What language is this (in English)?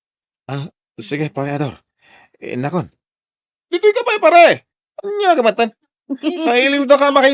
Iloko